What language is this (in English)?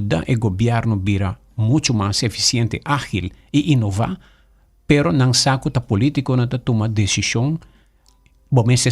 Papiamento